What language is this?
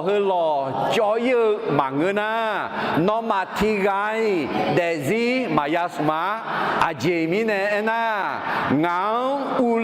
Akha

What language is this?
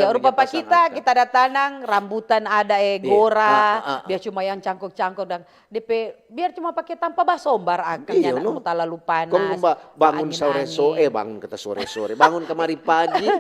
Manado Malay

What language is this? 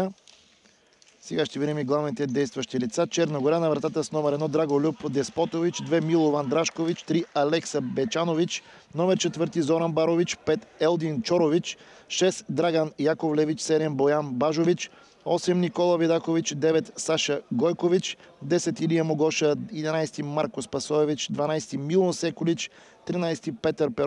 Bulgarian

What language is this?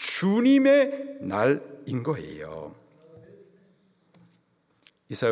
Korean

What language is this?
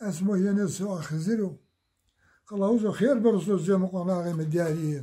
Zaza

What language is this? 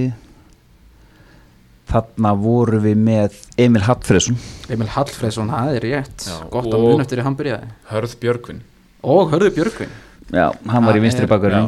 Icelandic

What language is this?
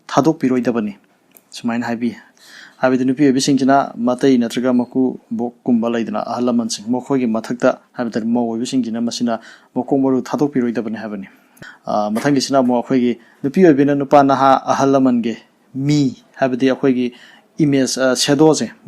Manipuri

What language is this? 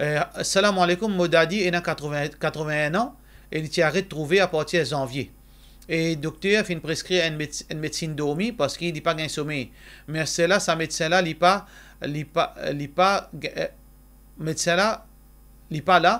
Morisyen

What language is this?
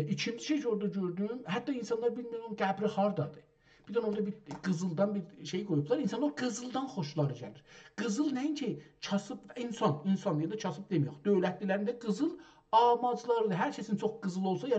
South Azerbaijani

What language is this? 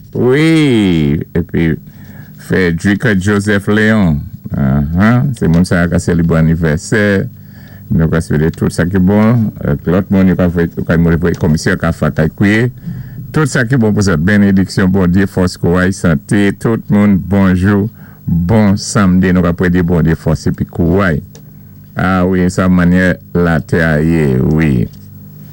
Saint Lucian Creole French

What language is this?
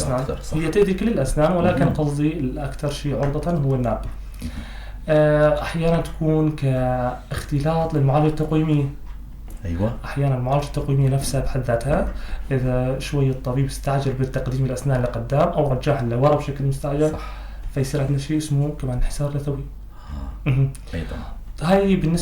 North Levantine Arabic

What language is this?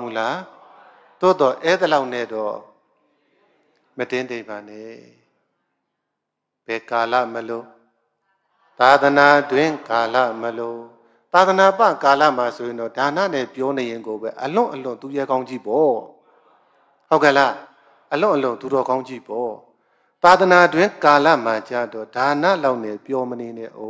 Burmese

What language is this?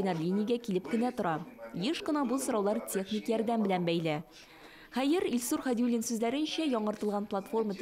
Tatar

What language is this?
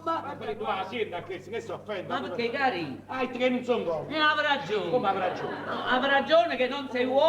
Neapolitan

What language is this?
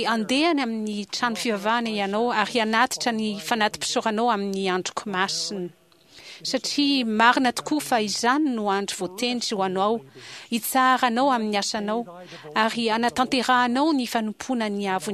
Malagasy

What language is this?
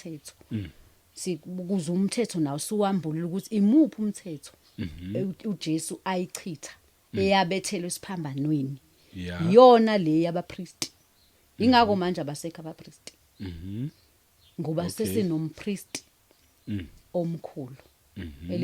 Zulu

